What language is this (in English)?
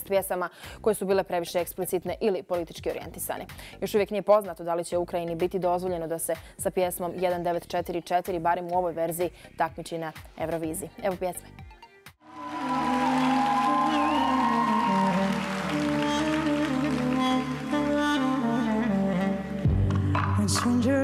Bosnian